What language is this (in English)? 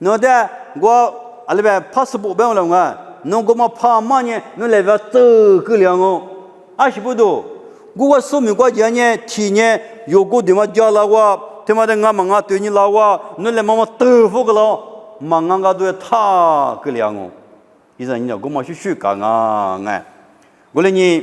Lisu